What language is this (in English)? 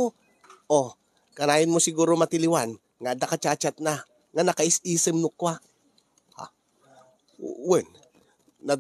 Iloko